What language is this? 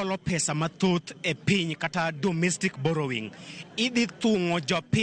Luo (Kenya and Tanzania)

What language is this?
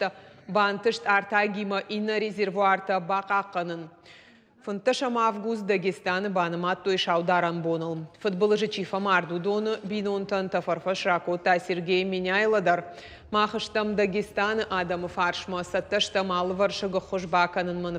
Ossetic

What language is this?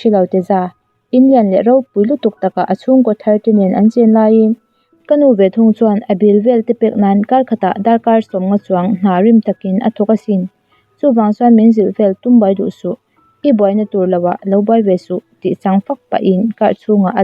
Mizo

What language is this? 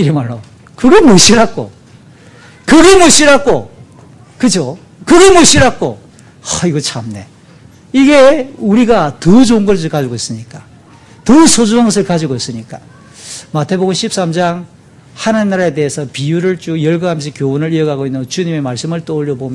Korean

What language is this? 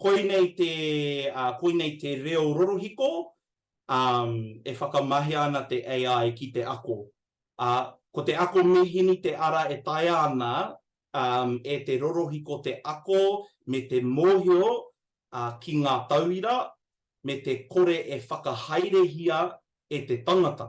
Māori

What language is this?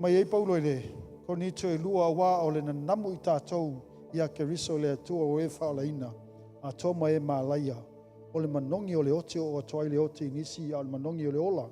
Samoan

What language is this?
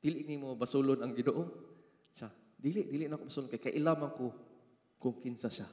Cebuano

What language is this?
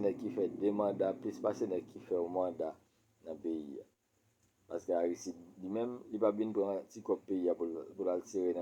Haitian Creole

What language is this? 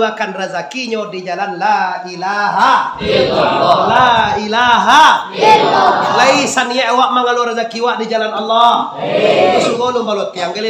Minangkabau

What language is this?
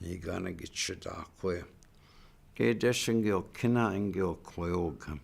Chippewa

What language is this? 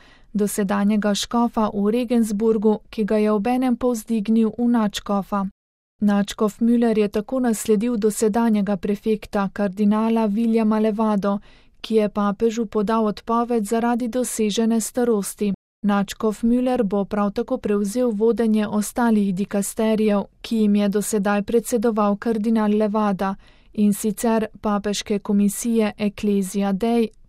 Slovenian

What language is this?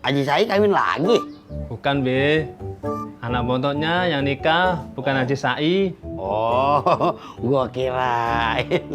Betawi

